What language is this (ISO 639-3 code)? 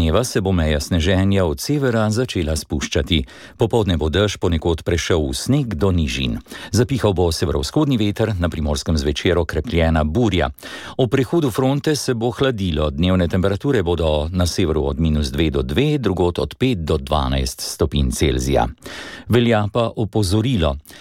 slv